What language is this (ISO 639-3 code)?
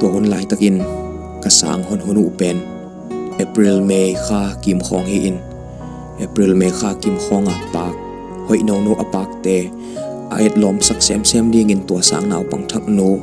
ctd